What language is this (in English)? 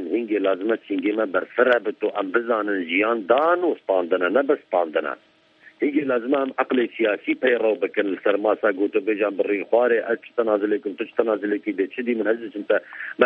Kurdish